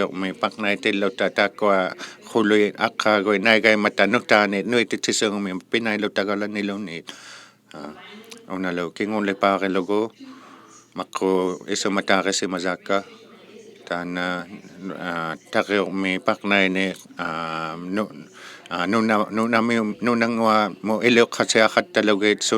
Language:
Inuktitut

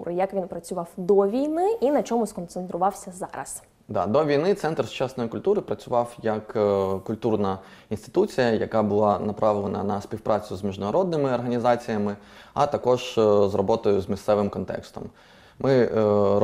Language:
Ukrainian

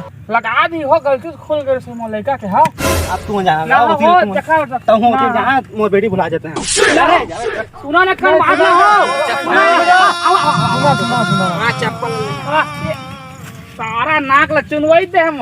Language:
Chhattisgarhi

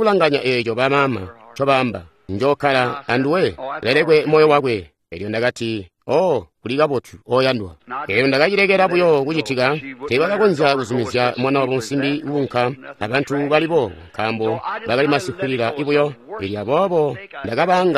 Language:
Tonga (Zambia)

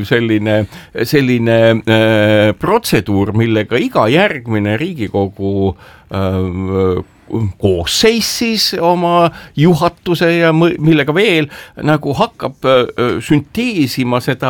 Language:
Estonian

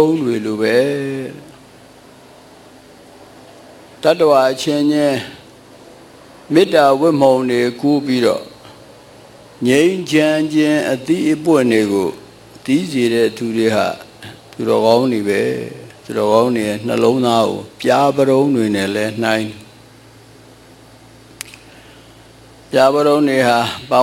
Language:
Burmese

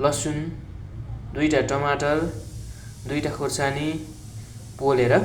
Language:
Nepali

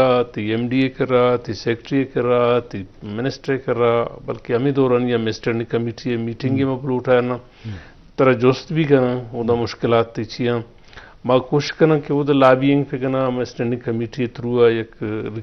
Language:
Eastern Balochi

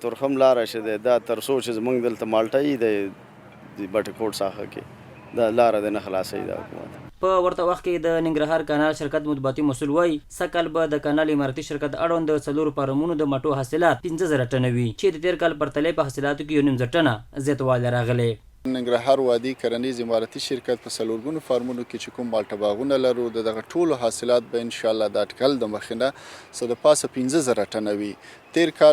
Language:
Pashto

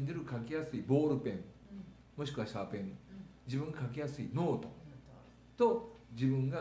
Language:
Japanese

